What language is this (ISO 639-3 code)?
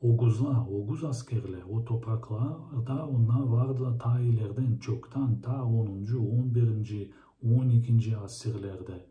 gag